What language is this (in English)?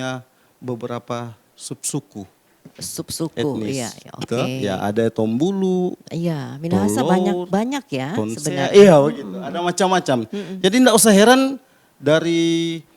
Manado Malay